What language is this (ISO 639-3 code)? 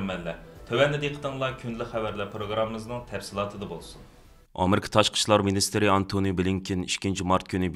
uig